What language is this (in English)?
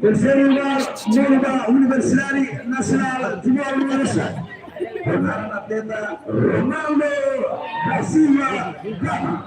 Tetum